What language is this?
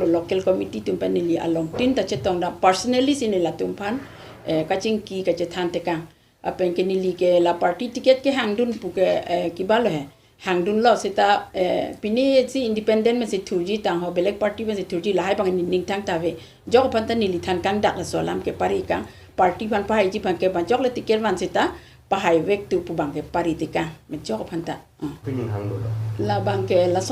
Karbi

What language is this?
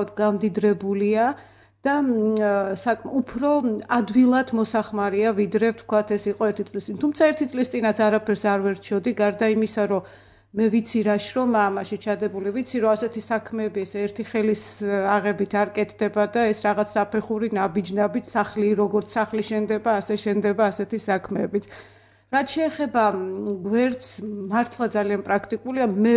Georgian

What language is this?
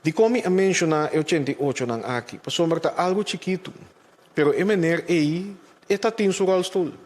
Papiamento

